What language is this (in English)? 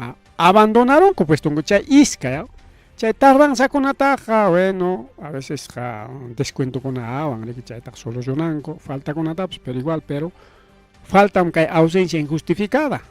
Ayacucho Quechua